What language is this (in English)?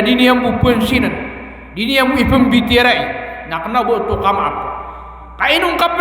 Maranao